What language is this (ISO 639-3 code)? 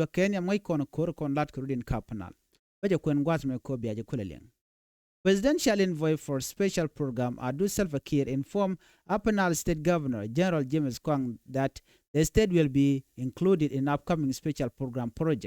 nus